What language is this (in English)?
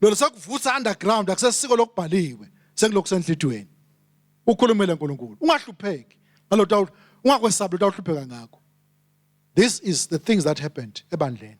Swati